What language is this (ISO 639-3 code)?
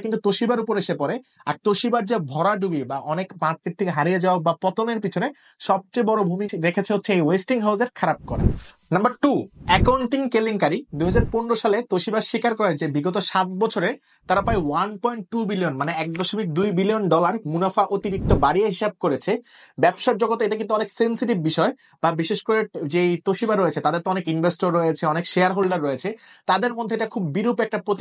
ben